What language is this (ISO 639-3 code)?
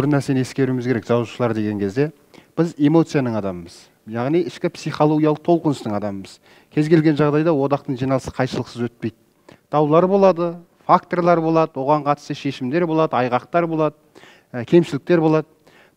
kaz